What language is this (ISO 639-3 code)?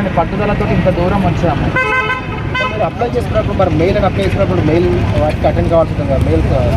tel